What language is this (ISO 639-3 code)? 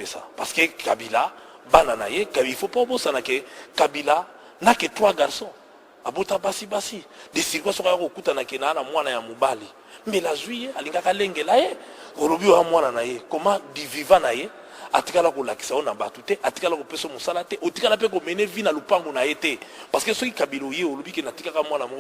lin